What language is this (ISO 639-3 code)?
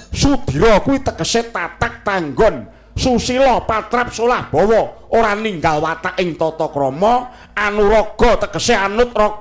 jav